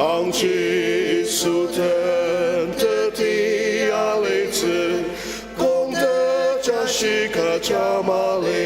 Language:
Ao Naga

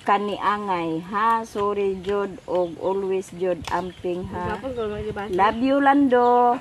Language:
Cebuano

